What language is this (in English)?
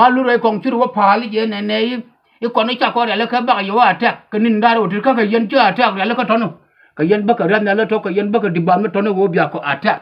Nuer